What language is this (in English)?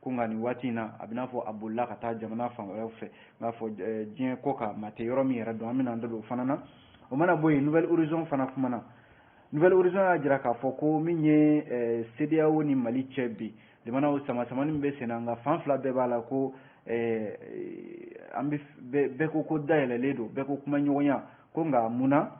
Bambara